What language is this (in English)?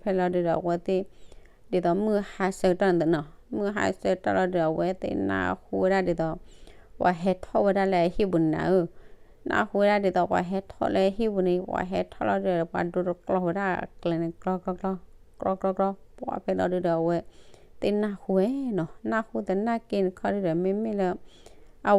S'gaw Karen